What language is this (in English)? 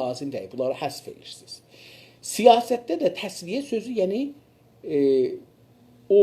South Azerbaijani